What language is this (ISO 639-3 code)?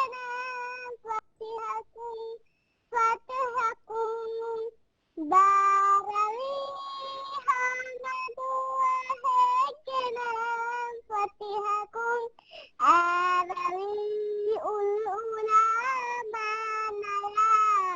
div